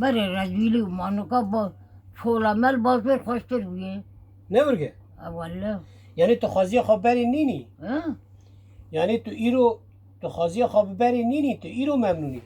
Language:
Kurdish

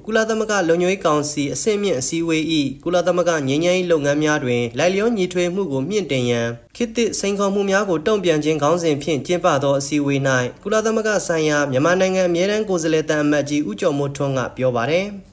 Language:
Burmese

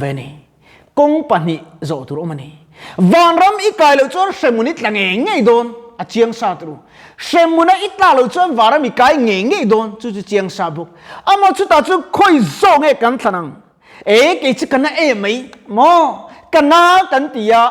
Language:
Mizo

